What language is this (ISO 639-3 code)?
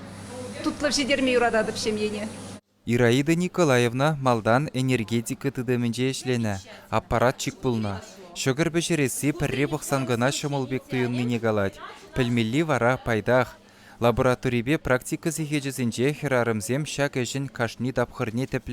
chv